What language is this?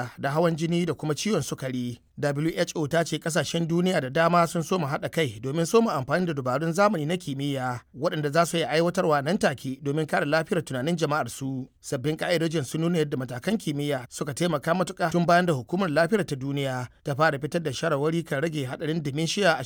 Hausa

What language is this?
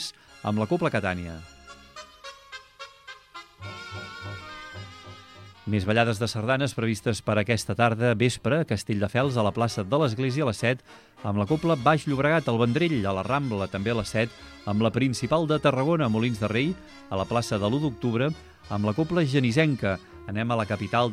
Catalan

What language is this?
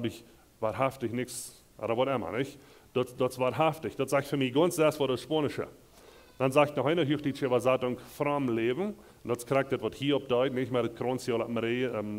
Plautdietsch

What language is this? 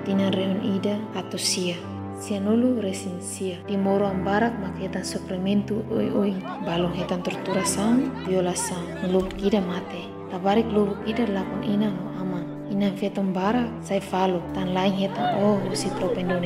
Tetum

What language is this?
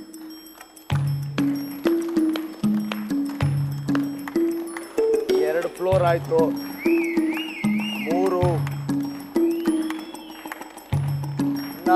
Kannada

